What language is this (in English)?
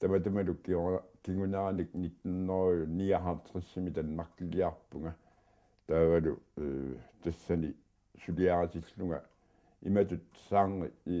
Kalaallisut